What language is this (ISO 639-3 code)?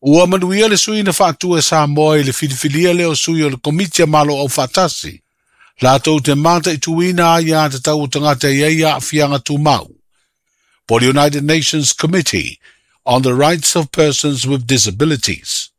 smo